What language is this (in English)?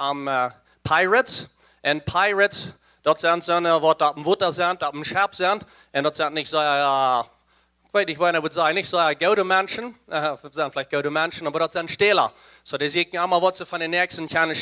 Plautdietsch